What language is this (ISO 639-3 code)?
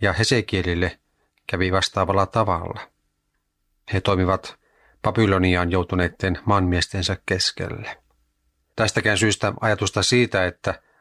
fin